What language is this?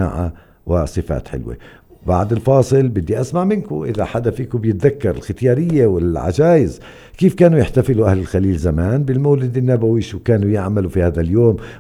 North Levantine Arabic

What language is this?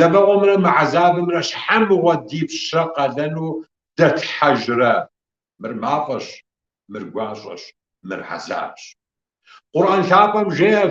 Kabardian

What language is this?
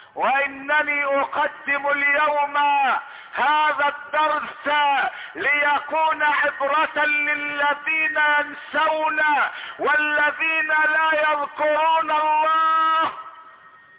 Arabic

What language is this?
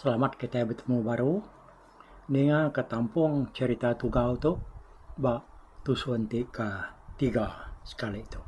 Iban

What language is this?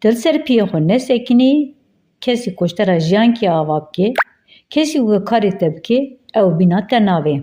Kurdish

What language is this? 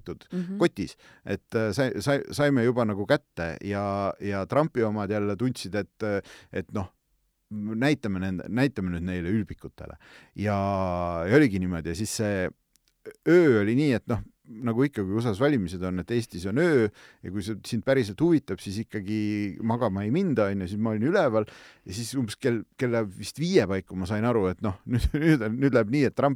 Estonian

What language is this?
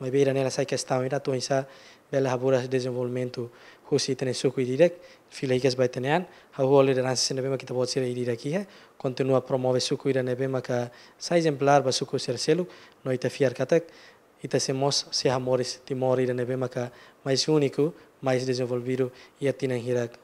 Tetum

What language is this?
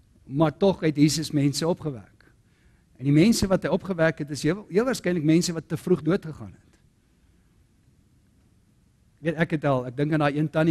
Afrikaans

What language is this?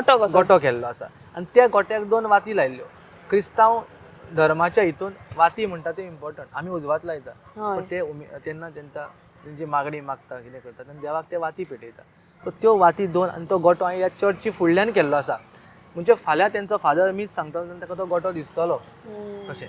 Konkani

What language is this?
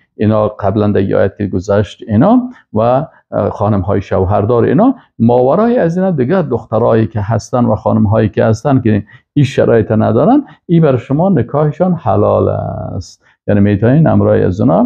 Persian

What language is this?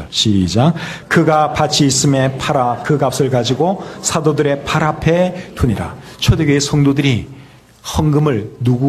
Korean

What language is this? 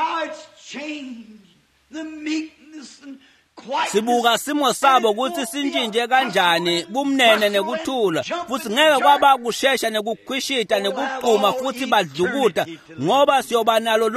Swati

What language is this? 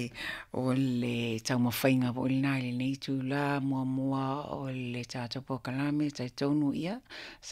Samoan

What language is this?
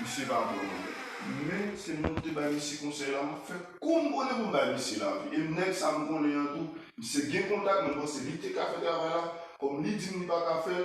Haitian Creole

